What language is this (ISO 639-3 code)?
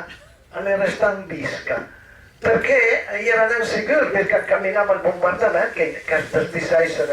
pms